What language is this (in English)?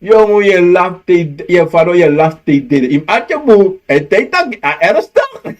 Sranan Tongo